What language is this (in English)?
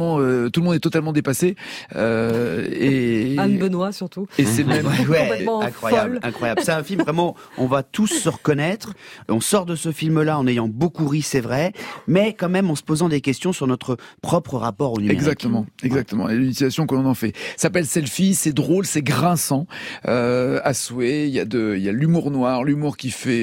French